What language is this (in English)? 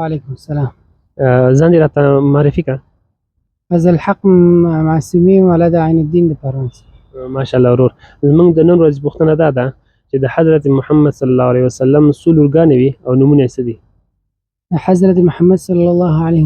Pashto